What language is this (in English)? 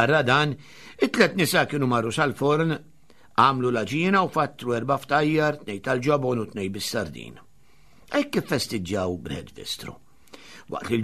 Maltese